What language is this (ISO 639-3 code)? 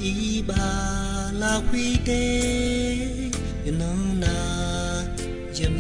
ahk